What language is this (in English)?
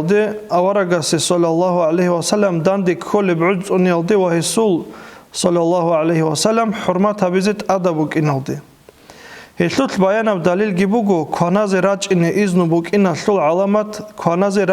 Avaric